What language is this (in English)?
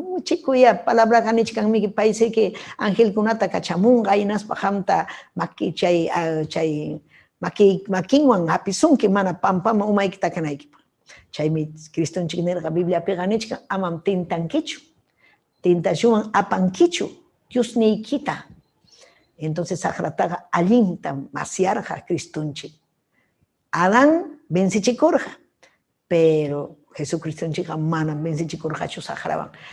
Ayacucho Quechua